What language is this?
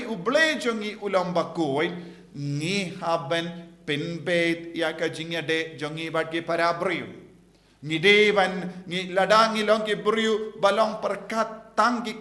Khasi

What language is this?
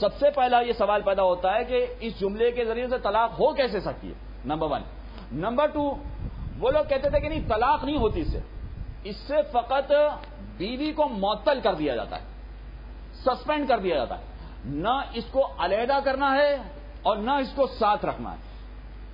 Urdu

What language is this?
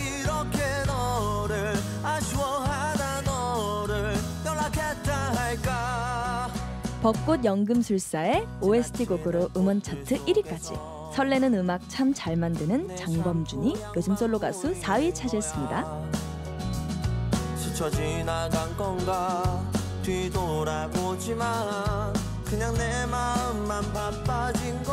Korean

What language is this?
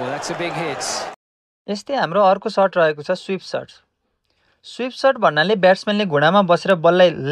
Nepali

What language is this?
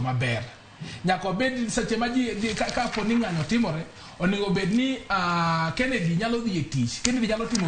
Luo (Kenya and Tanzania)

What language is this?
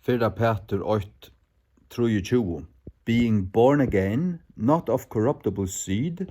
Faroese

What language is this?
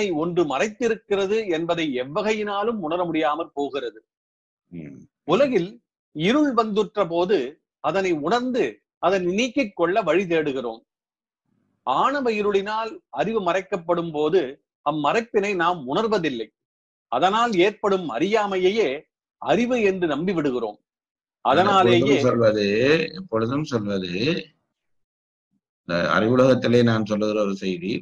Tamil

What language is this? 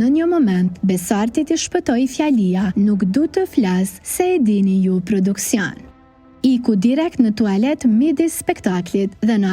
Albanian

